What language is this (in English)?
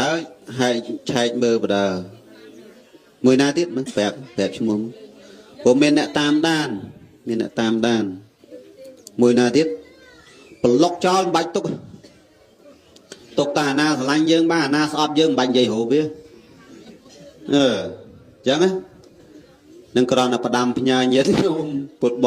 Khmer